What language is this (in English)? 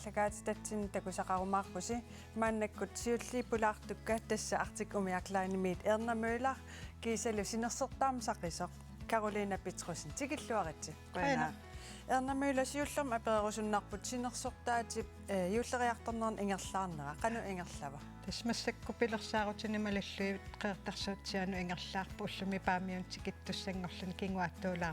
Kalaallisut